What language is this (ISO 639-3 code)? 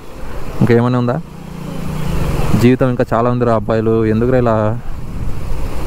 tel